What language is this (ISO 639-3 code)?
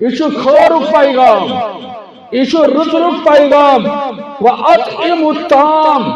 kas